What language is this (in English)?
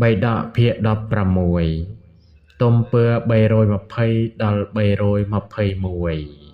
Khmer